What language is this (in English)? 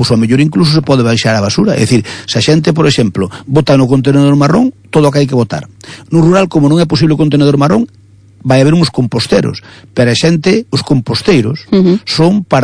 Galician